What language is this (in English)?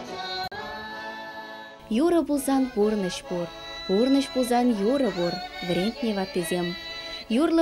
Chuvash